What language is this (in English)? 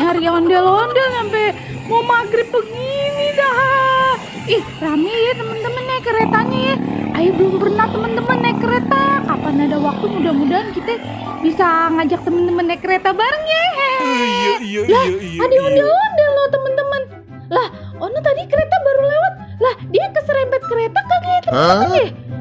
Betawi